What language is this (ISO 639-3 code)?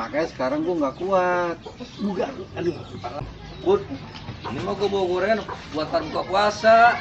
bew